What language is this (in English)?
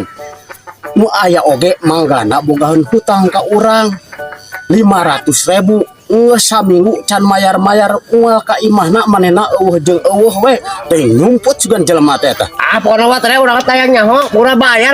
Sundanese